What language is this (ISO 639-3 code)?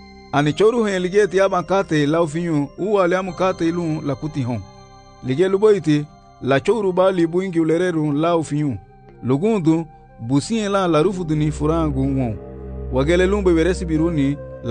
cab